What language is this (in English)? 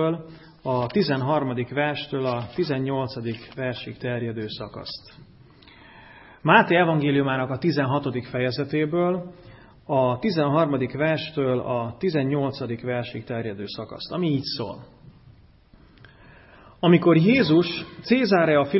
Hungarian